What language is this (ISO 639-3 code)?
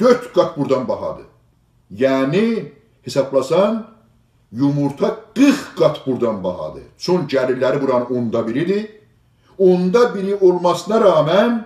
azb